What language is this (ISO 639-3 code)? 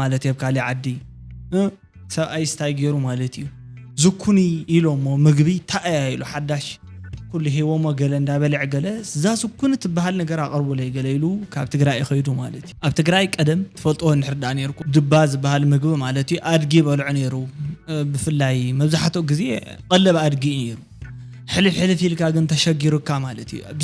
tir